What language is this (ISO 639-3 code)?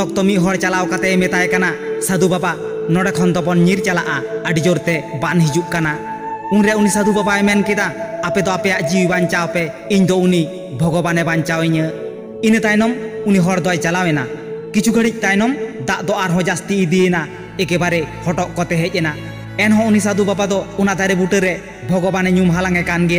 sat